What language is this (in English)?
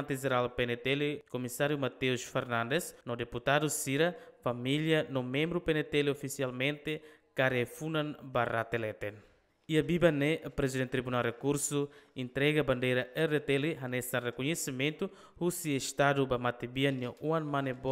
Tetum